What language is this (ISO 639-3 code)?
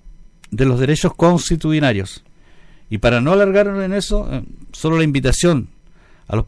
spa